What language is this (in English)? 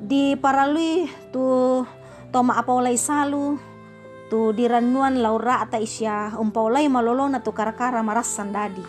Toraja-Sa'dan